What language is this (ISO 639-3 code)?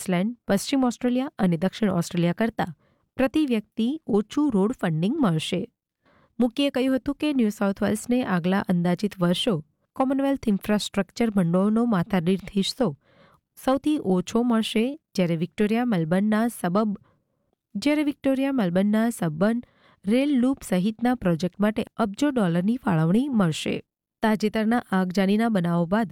guj